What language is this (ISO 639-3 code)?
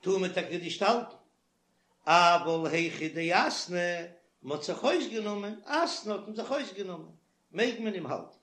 yid